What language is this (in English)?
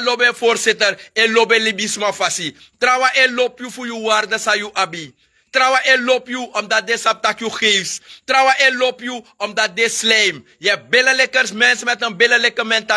Sranan Tongo